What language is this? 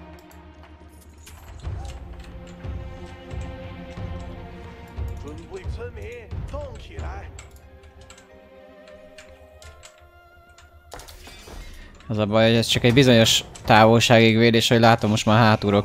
Hungarian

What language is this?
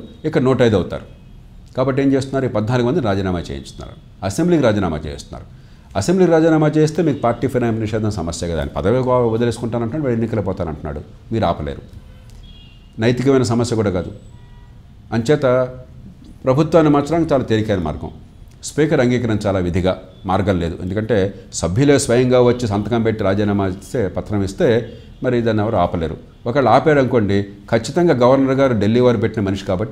Telugu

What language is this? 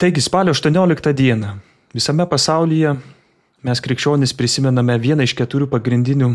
Lithuanian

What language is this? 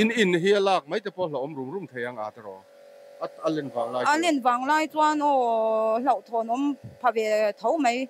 Mizo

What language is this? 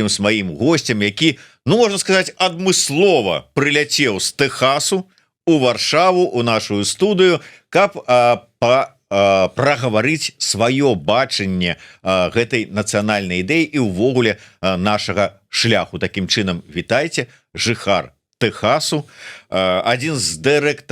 Belarusian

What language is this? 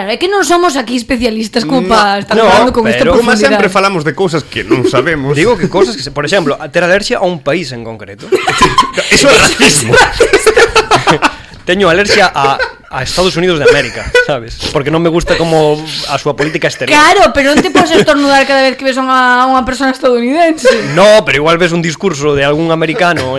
Galician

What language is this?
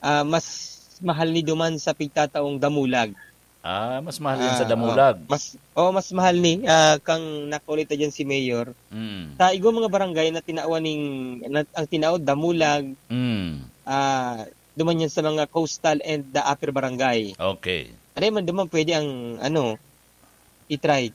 Bikol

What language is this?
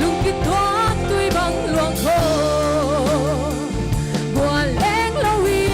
Paite Chin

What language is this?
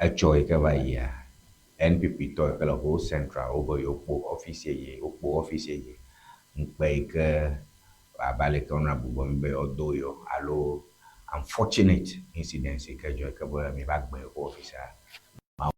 Ewe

